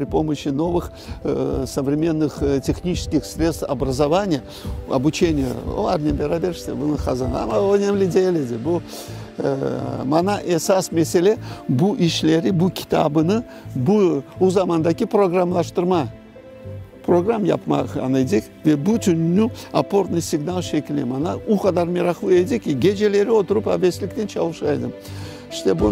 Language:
Crimean Tatar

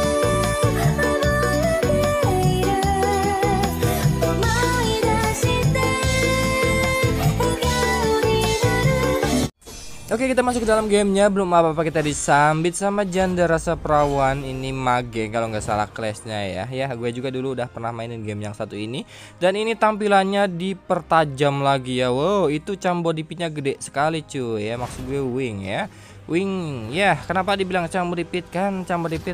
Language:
Indonesian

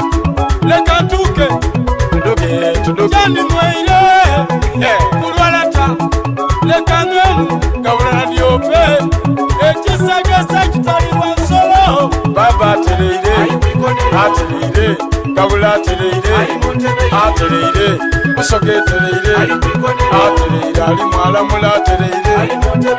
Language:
Soga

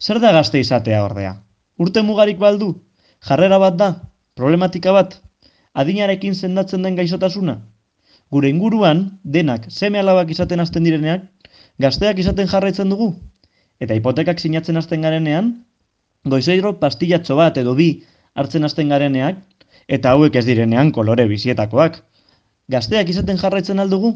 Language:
Basque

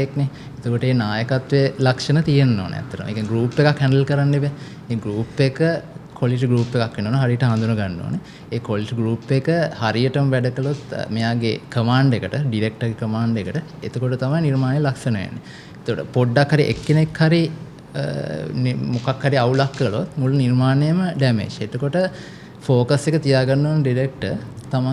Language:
Sinhala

